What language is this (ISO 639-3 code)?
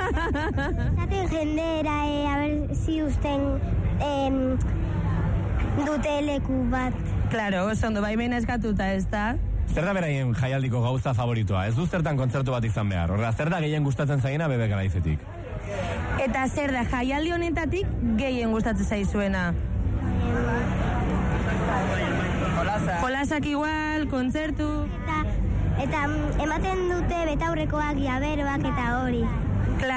eus